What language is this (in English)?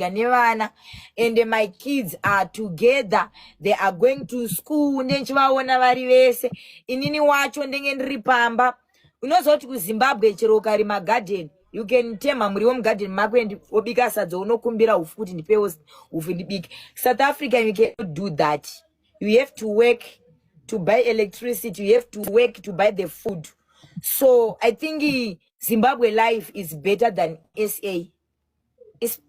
Shona